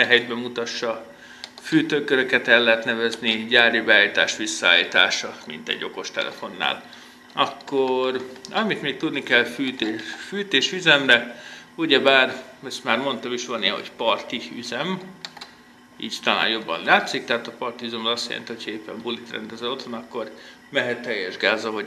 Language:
Hungarian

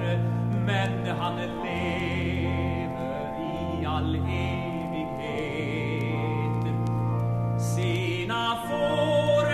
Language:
Swedish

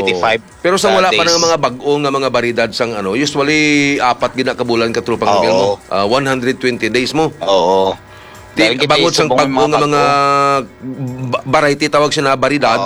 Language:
Hiligaynon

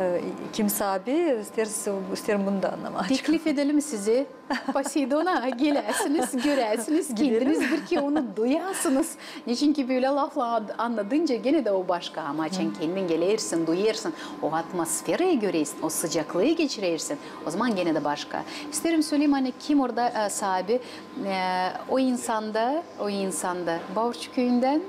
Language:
Gagauz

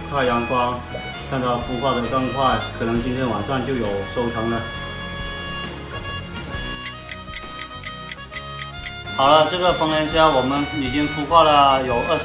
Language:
Chinese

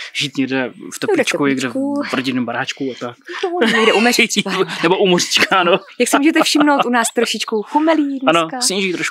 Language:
Czech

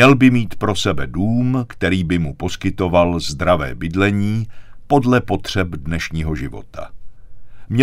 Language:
Czech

